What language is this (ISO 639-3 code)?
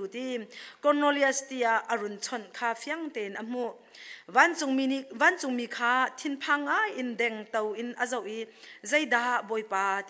cnh